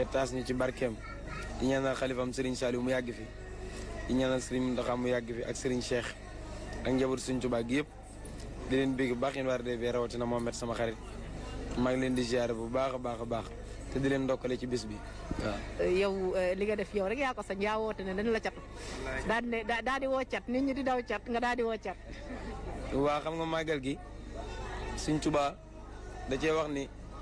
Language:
Wolof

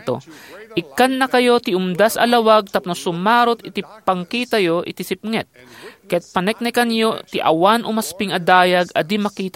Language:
Iloko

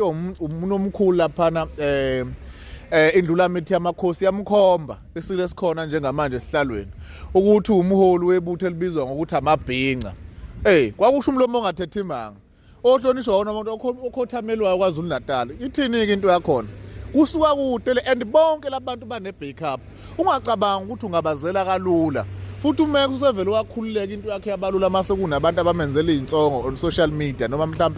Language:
Zulu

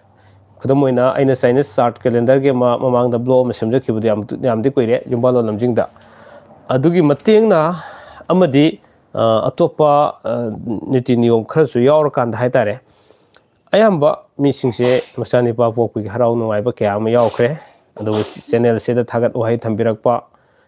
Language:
Manipuri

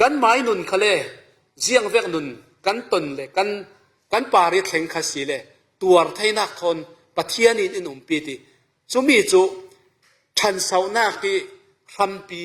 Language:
Falam Chin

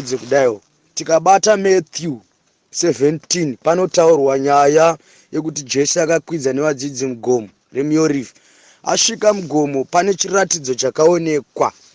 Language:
Shona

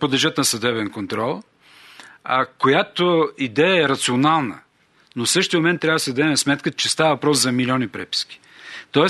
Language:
Bulgarian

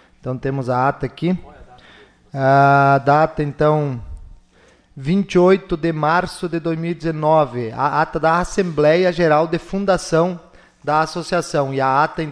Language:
Portuguese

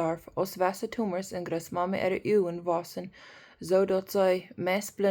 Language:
Plautdietsch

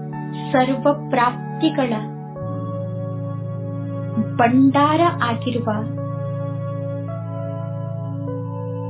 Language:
Kannada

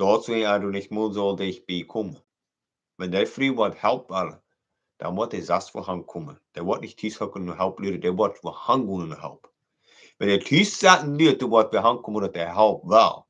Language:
Plautdietsch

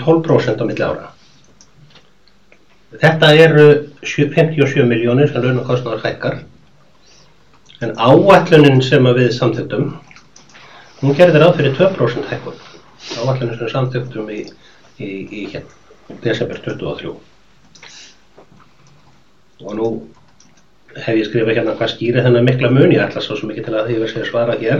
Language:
Icelandic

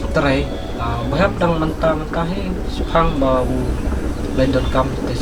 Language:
Khasi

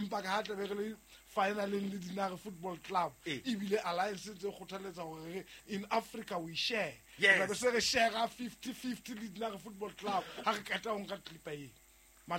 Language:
Southern Sotho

